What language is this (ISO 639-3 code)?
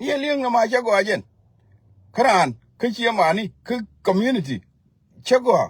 nus